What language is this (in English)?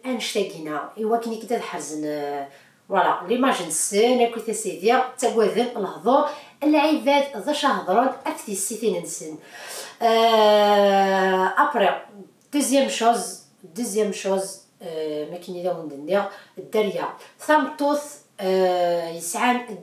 Kabyle